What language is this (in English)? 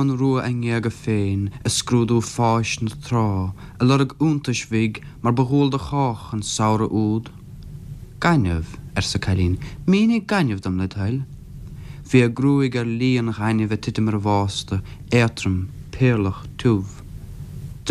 Irish